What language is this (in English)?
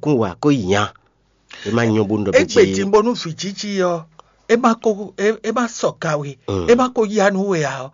Fon